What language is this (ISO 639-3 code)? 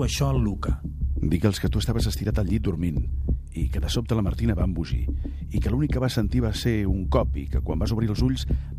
cat